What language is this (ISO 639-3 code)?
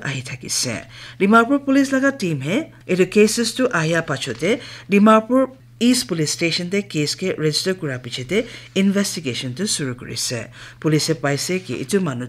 nag